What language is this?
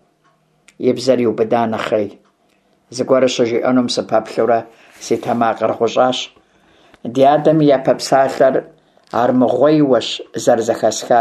Kabardian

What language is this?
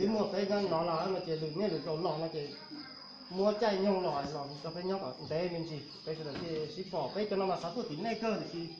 Hmong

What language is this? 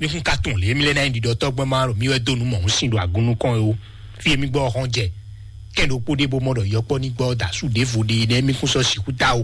Fon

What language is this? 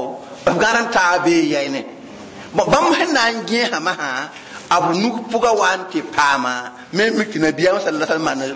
Mossi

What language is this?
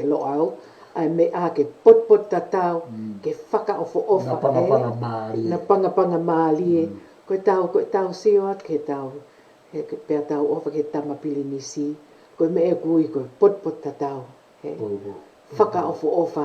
Tongan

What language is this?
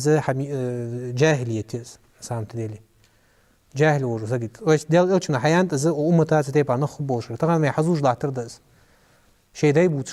Ingush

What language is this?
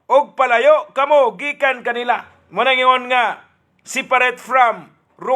Cebuano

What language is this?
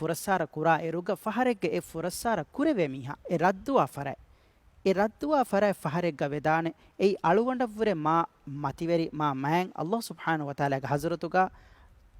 Divehi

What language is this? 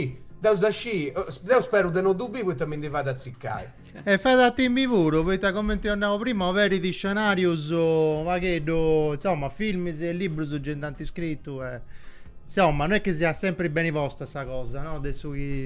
Sardinian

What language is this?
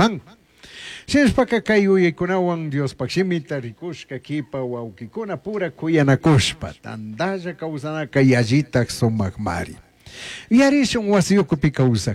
Chimborazo Highland Quichua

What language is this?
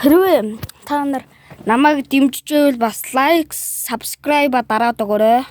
Mongolian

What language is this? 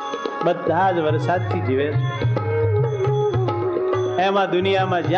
Gujarati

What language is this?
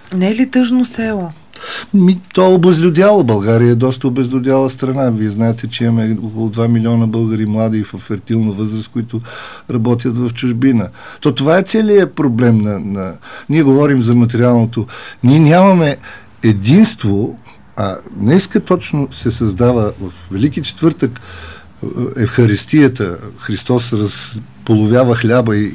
Bulgarian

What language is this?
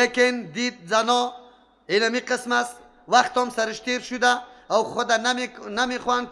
Persian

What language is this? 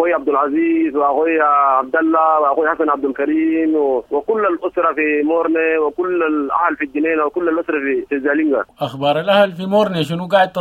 Sudanese Arabic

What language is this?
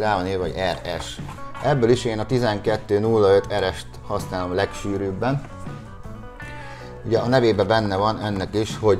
Hungarian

